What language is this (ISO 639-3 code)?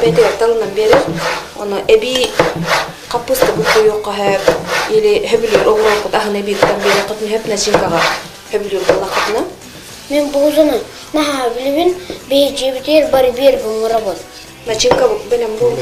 sah